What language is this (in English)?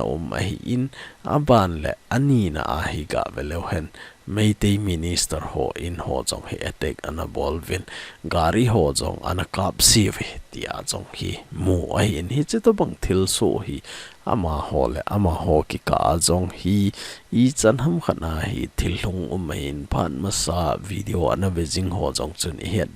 Thado Chin